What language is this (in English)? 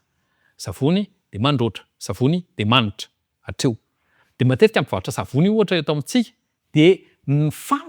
Malagasy